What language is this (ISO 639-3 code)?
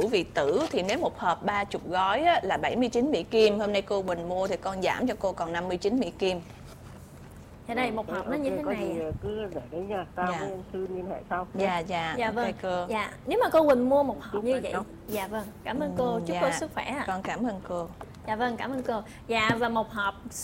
vie